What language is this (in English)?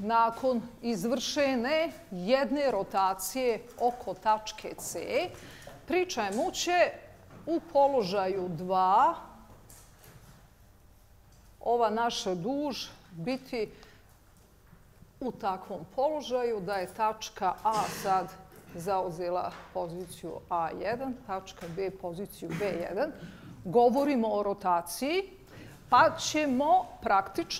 Bosnian